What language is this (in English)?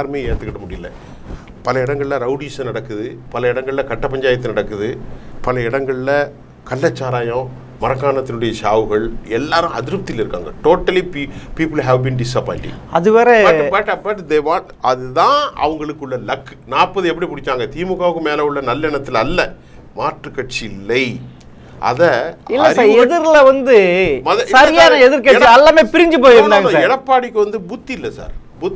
Tamil